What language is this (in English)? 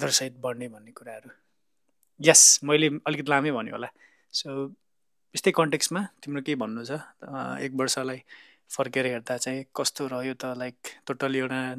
Nepali